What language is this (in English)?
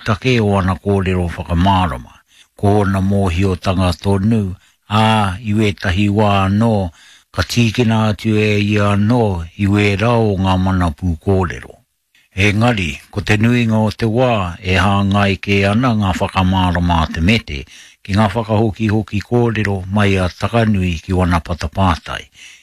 Māori